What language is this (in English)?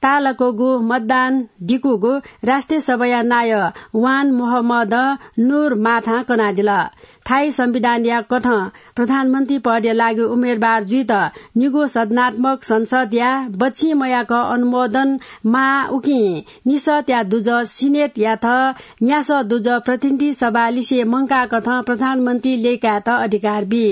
Newari